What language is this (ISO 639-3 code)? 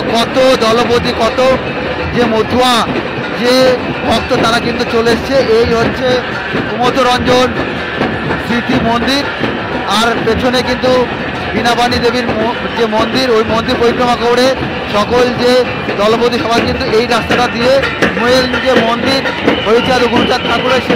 ben